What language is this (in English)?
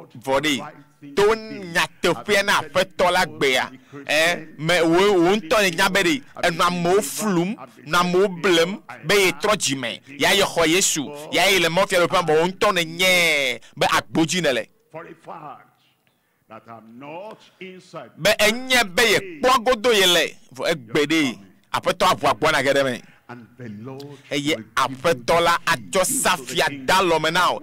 Ewe